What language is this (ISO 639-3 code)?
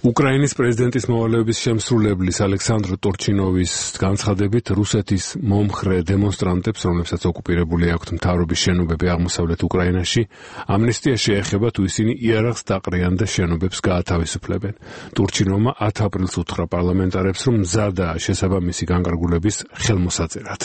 kat